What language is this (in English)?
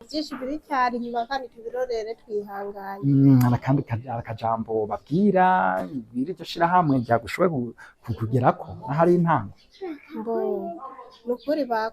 Rundi